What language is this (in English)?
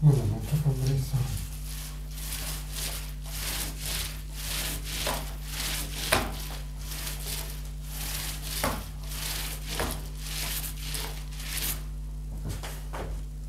Croatian